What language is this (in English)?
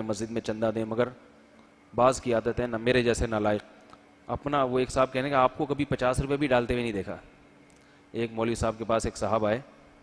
Urdu